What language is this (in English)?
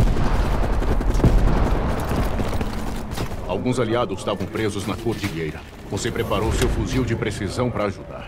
Portuguese